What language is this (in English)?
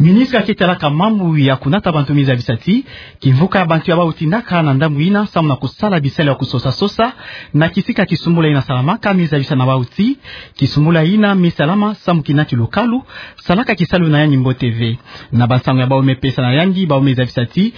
Kituba (Democratic Republic of Congo)